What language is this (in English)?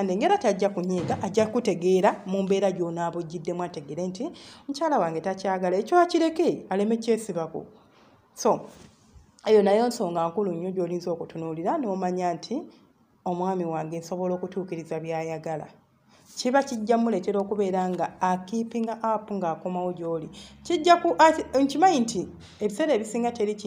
Ganda